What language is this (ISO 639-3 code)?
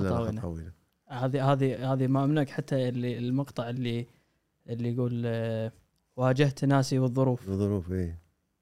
afb